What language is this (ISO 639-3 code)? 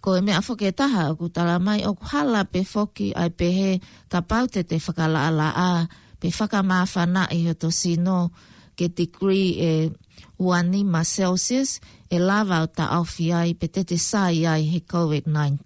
ton